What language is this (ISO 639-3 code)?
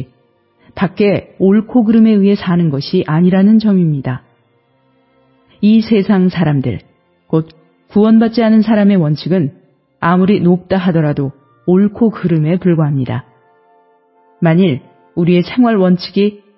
kor